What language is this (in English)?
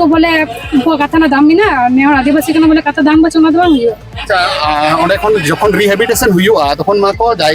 Santali